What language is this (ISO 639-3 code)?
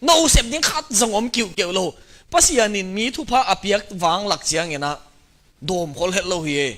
ctd